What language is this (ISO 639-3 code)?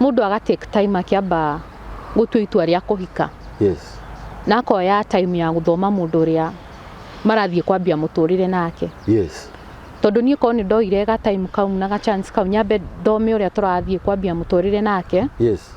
kik